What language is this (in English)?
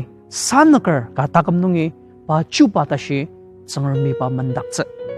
Ao Naga